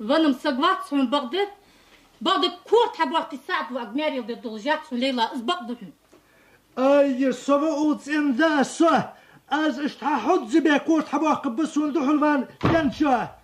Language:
Ingush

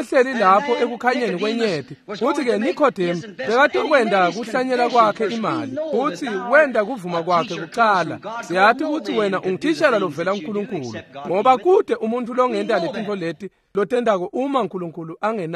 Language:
Swati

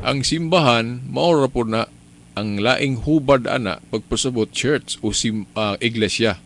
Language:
Cebuano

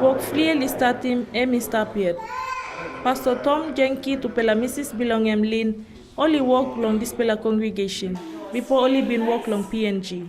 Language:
Tok Pisin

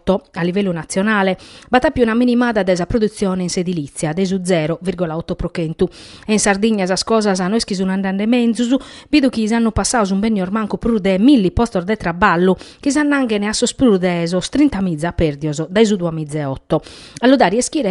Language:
Sardinian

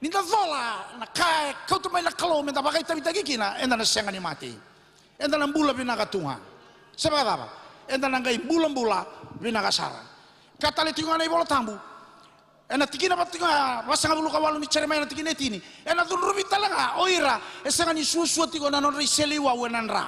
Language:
Fijian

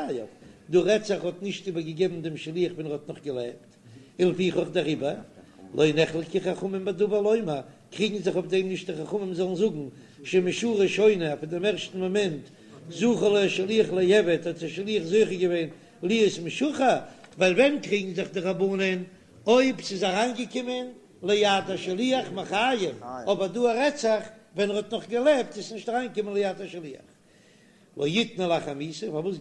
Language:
Yiddish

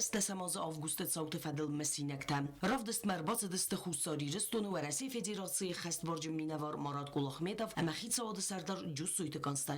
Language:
Ossetic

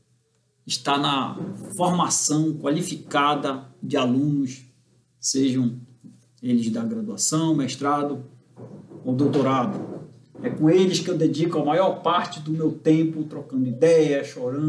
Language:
Portuguese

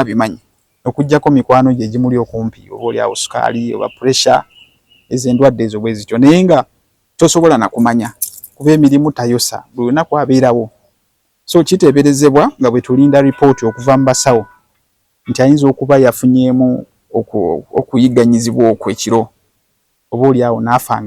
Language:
Ganda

